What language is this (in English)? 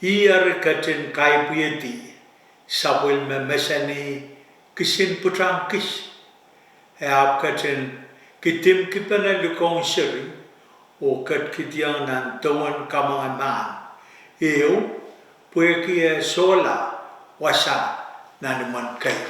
Pohnpeian